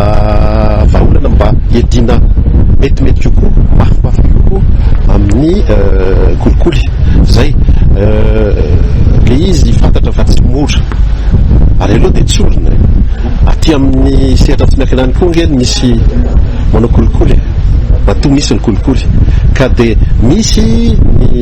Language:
Malagasy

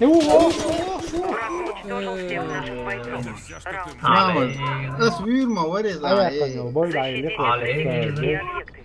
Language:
Chechen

